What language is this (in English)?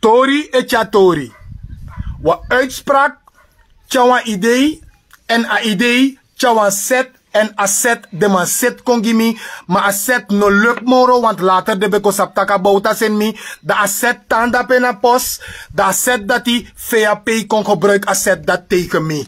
Sranan Tongo